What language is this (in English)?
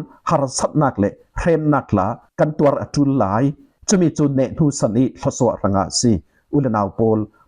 Falam Chin